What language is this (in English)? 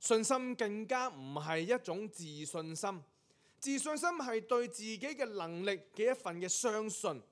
Cantonese